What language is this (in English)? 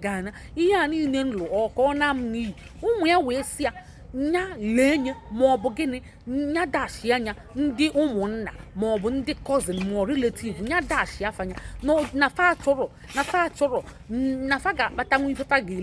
Igbo